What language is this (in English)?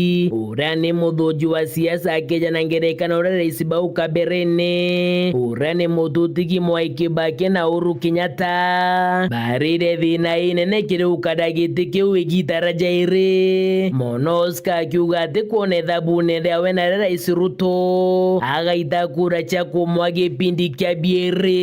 Meru